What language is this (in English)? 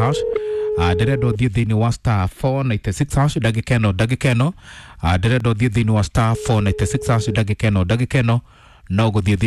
Kikuyu